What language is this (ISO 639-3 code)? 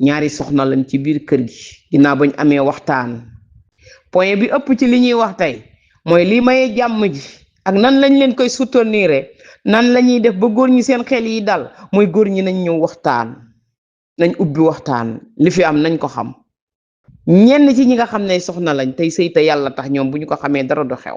wol